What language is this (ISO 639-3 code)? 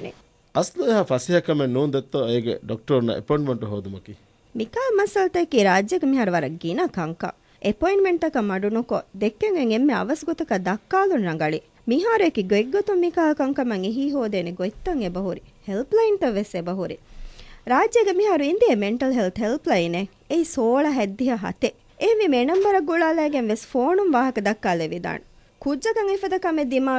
div